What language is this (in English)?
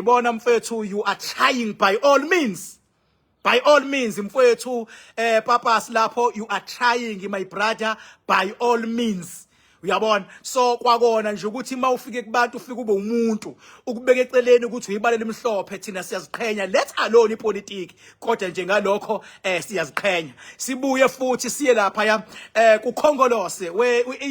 Zulu